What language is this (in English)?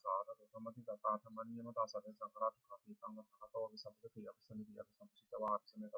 Pali